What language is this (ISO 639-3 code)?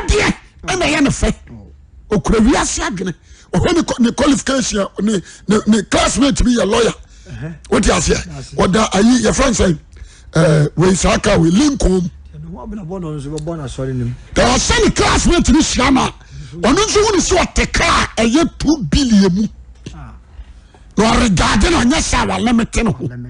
aka